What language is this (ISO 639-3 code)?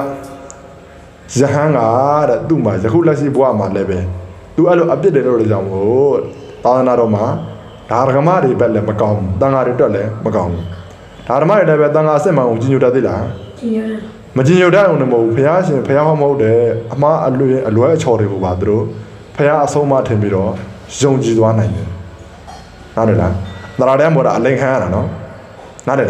mya